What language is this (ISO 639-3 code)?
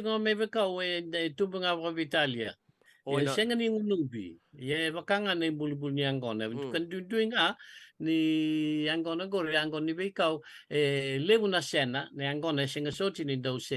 fij